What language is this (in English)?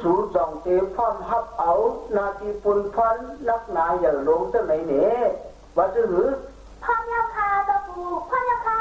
Shan